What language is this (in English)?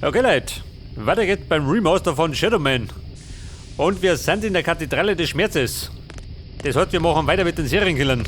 Bavarian